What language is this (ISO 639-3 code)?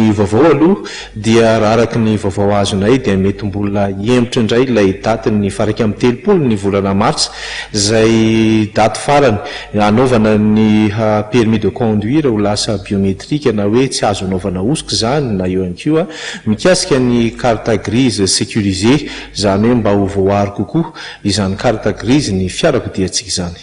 mlg